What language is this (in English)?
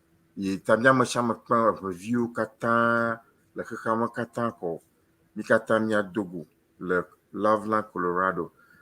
Ewe